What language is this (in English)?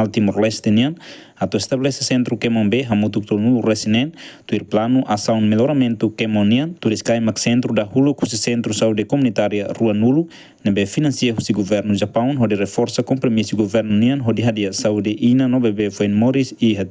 Tetum